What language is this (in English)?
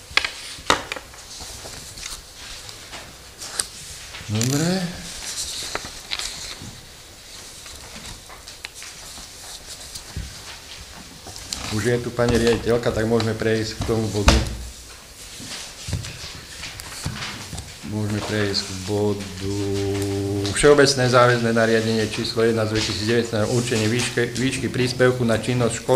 Slovak